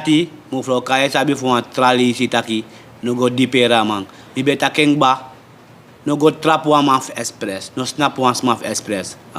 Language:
Sranan Tongo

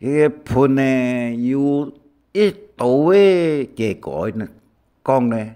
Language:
Hakka Chinese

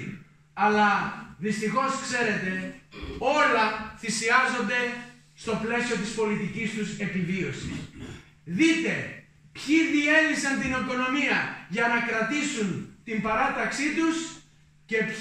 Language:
Greek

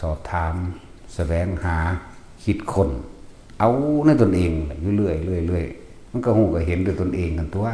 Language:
Northeastern Thai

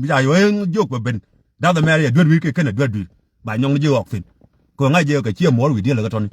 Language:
Nuer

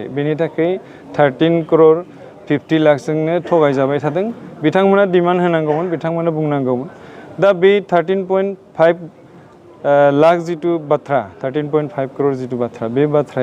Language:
Bodo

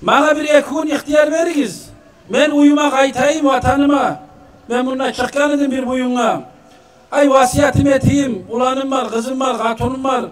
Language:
Kumyk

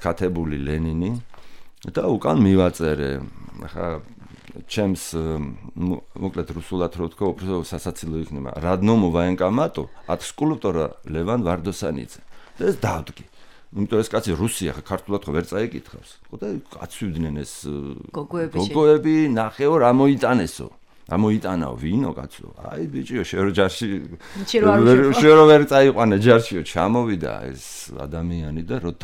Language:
Georgian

